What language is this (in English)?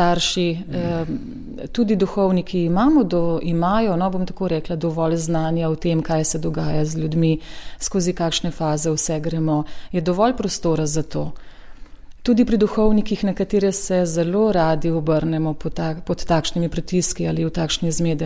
Slovenian